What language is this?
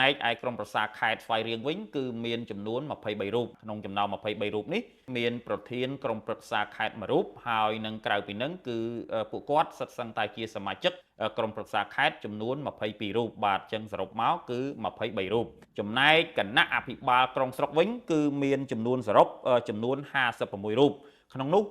Khmer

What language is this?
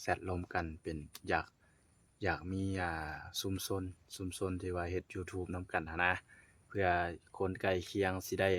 Lao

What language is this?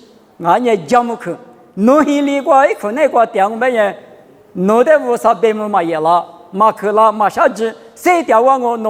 Lisu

